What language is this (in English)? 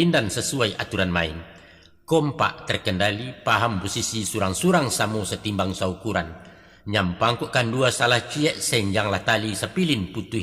Minangkabau